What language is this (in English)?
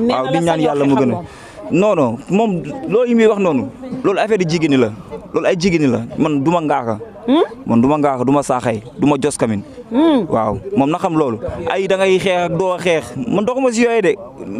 Wolof